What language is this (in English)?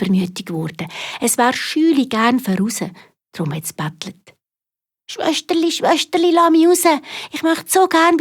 Swiss German